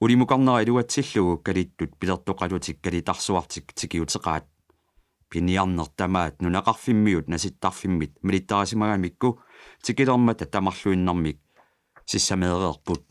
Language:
Kalaallisut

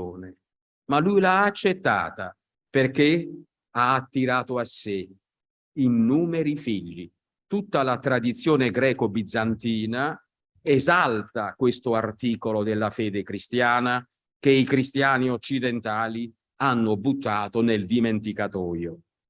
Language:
Italian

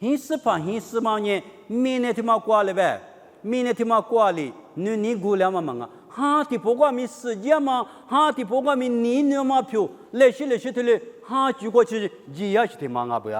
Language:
Lisu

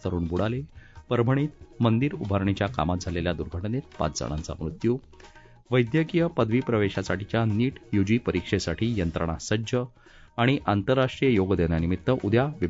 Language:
Marathi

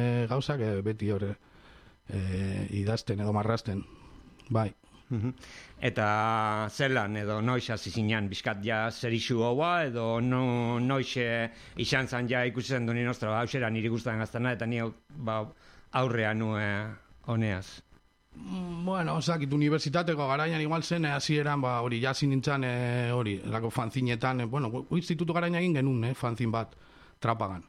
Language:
Basque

